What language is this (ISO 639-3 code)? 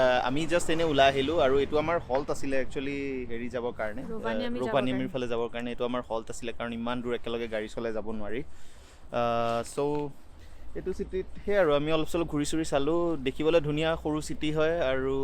asm